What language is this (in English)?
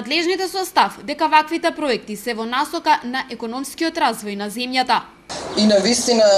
Macedonian